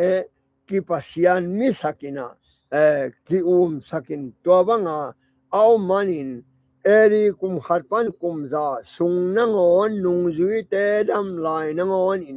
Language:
Tedim Chin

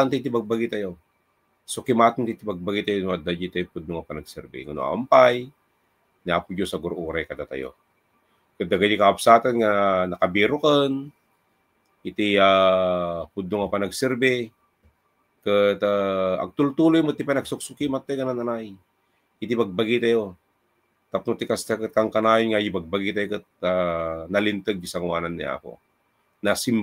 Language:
Iloko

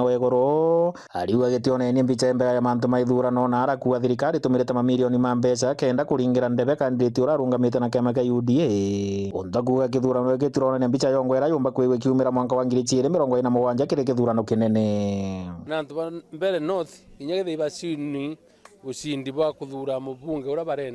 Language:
Meru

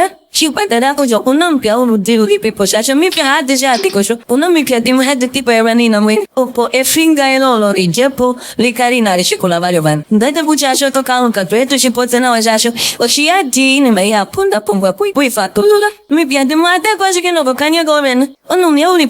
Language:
Ndonga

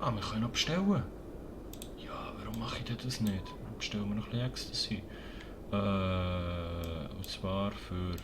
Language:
Swiss German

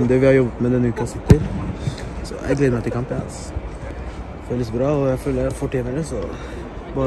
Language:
Norwegian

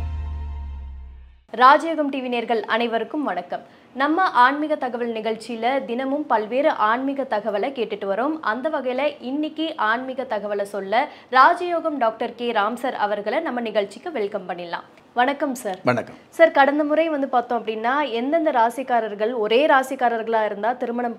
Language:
Tamil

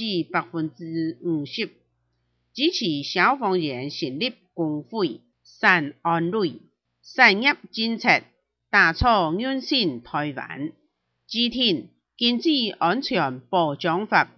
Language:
Hakka Chinese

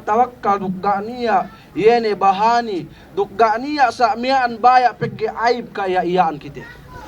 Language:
Yakan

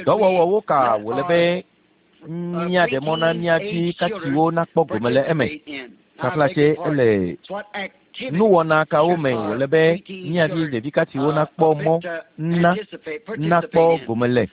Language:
Ewe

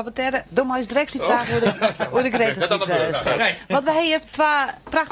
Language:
Western Frisian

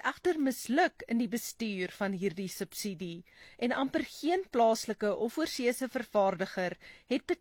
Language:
Afrikaans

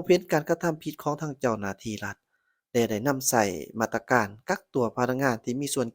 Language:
Lao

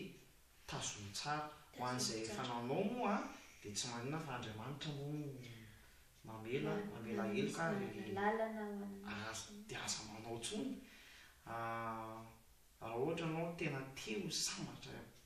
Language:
Malagasy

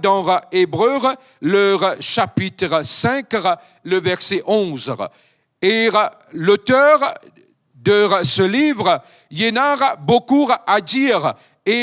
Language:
Morisyen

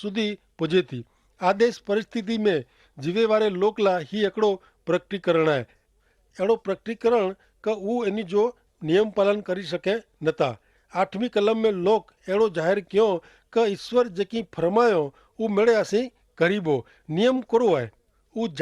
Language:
Kachhi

